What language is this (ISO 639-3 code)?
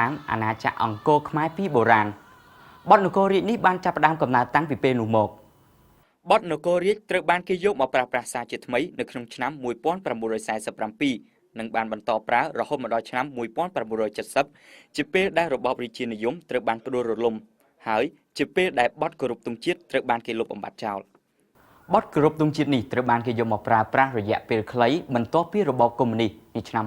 khm